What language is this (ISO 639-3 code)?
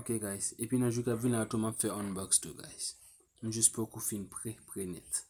hat